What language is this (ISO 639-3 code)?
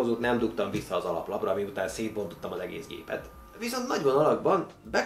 hun